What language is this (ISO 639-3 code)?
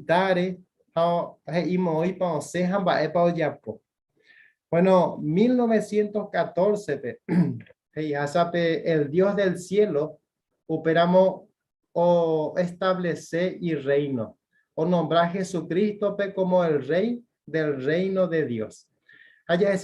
grn